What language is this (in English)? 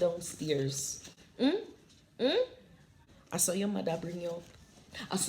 Jamaican Creole English